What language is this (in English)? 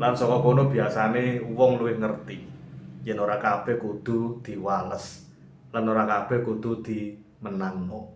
Javanese